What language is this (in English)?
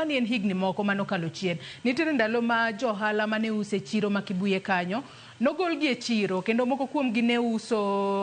Luo (Kenya and Tanzania)